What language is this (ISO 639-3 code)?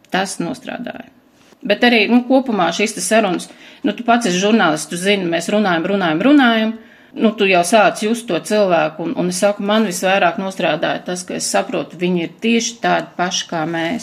lav